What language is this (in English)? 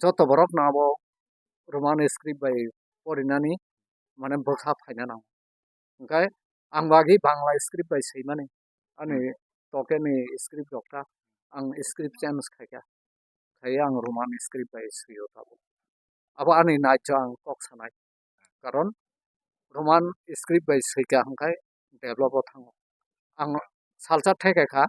Kok Borok